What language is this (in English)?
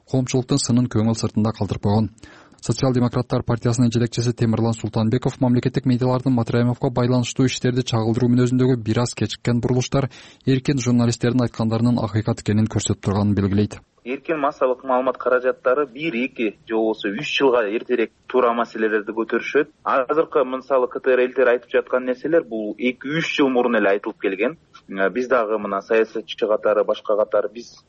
Kyrgyz